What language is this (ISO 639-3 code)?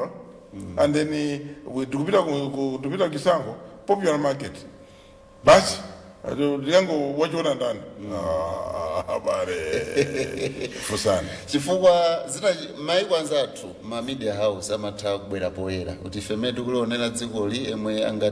nya